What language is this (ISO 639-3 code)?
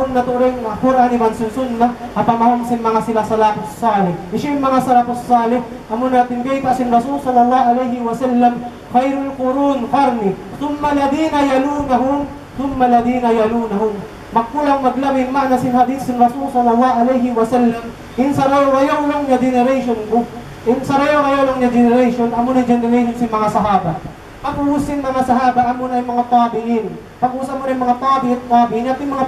tsg